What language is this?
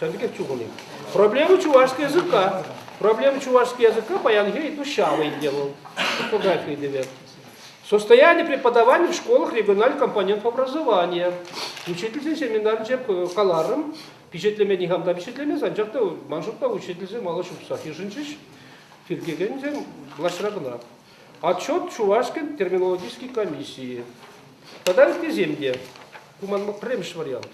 Chuvash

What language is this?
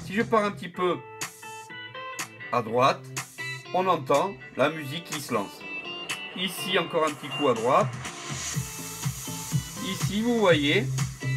French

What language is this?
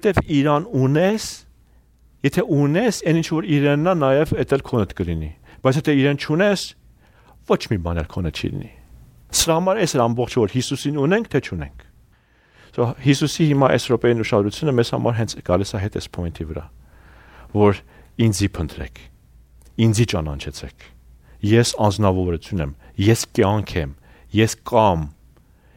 Armenian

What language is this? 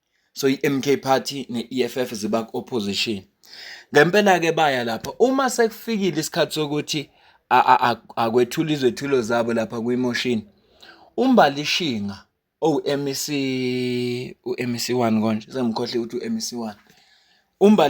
Zulu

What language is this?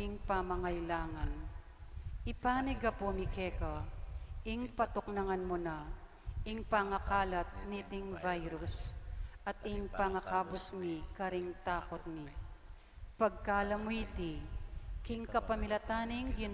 Pampanga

